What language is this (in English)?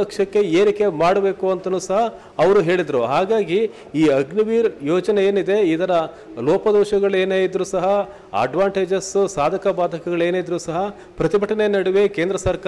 Kannada